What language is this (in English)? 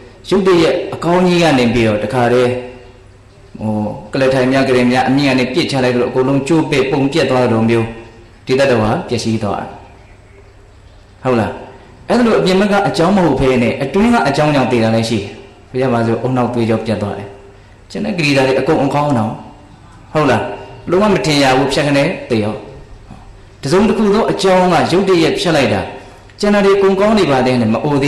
Burmese